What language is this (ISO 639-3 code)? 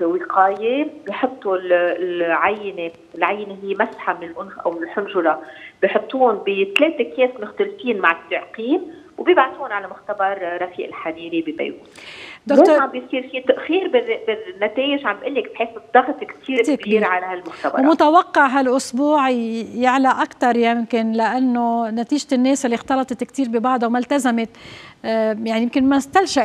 apc